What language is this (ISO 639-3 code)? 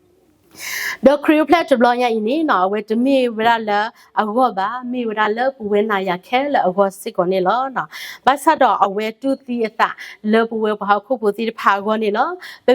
ksw